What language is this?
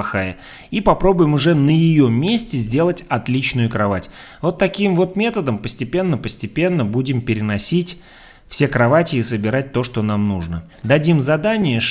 Russian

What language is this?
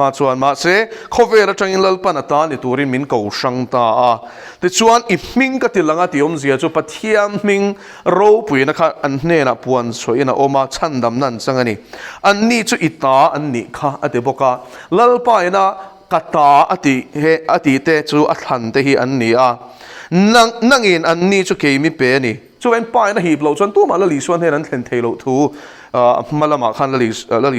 Mizo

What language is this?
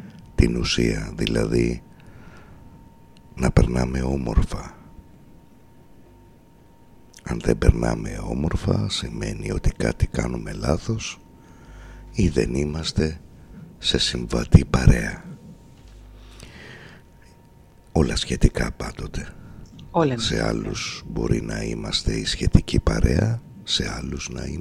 Greek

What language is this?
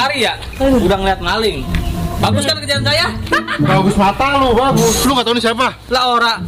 Betawi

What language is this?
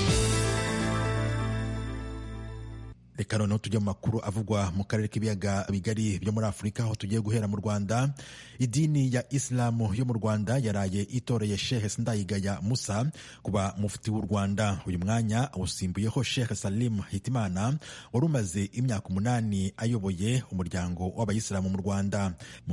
Kinyarwanda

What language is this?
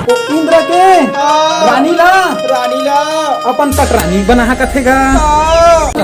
Chhattisgarhi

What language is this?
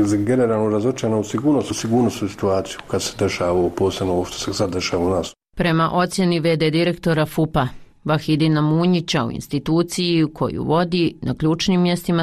Bosnian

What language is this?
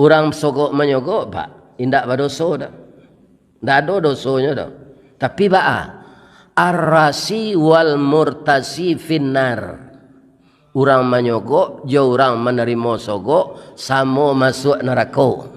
Minangkabau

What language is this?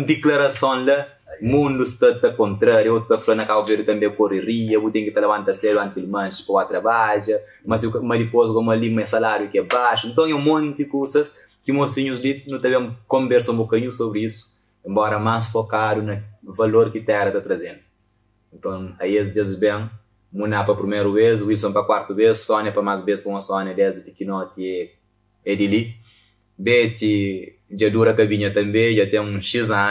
Kabuverdianu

